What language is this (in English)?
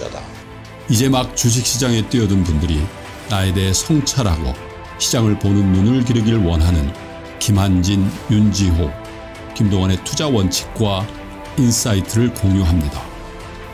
Korean